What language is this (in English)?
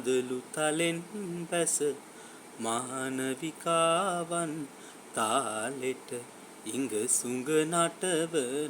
Sinhala